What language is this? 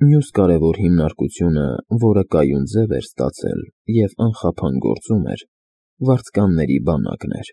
Armenian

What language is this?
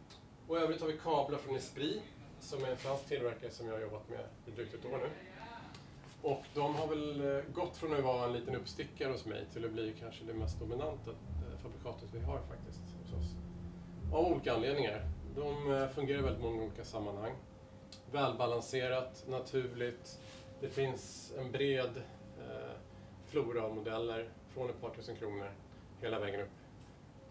Swedish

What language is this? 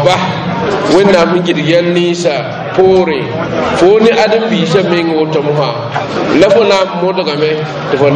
Mossi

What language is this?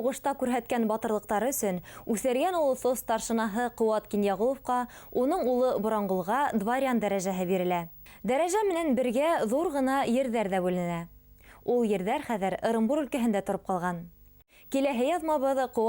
Bashkir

